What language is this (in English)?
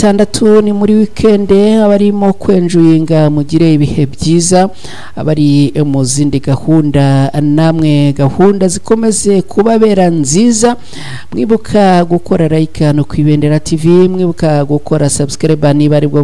Kinyarwanda